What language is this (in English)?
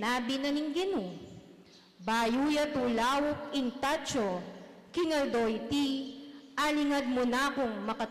Pampanga